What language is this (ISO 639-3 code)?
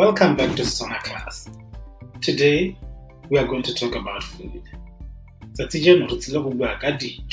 tsn